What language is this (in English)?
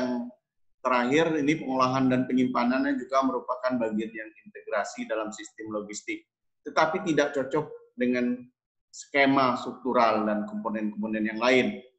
Indonesian